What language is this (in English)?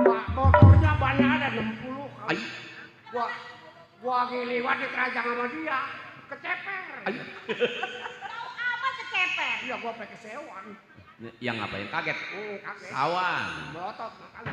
Betawi